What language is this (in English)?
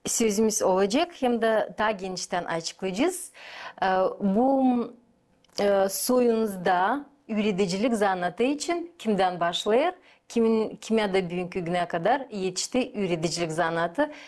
Gagauz